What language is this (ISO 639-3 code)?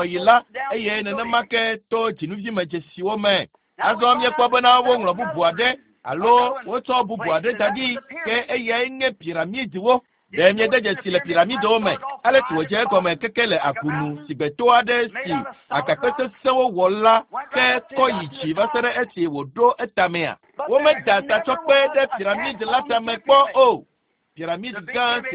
ewe